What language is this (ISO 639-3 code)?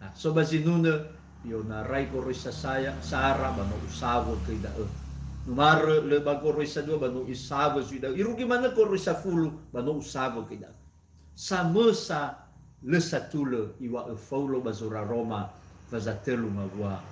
nia